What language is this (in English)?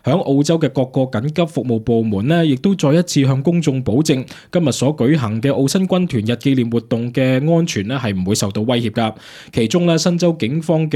Cantonese